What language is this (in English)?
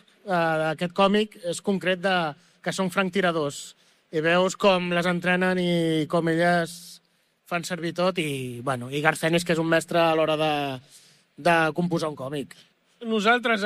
Catalan